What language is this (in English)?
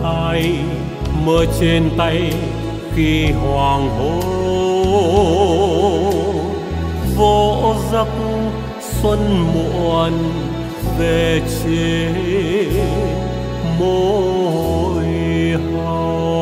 Vietnamese